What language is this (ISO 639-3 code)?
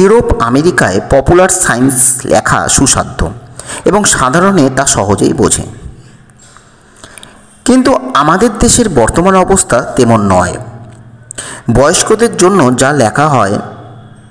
ben